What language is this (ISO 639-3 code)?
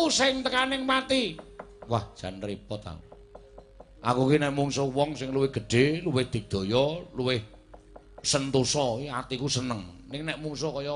jav